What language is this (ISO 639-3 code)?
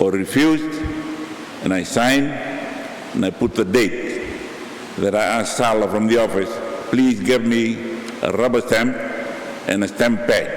fij